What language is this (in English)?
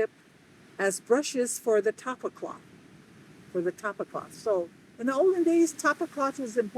Samoan